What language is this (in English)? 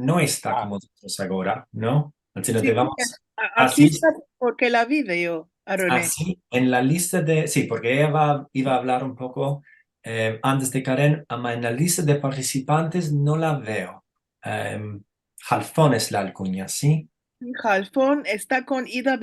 Ladino